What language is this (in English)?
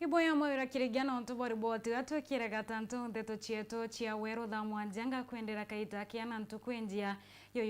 Meru